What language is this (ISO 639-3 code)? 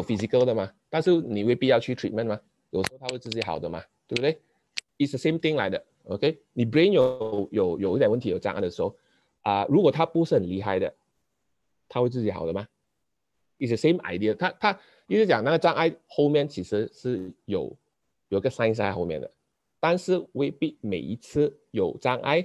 zho